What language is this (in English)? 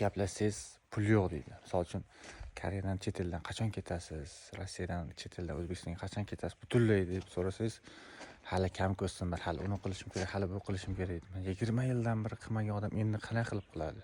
Uzbek